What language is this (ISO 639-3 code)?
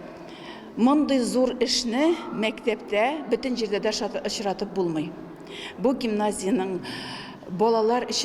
tat